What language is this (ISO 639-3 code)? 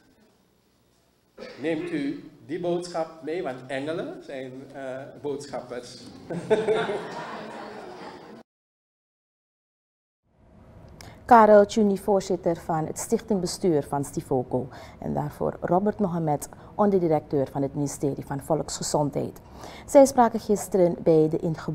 nld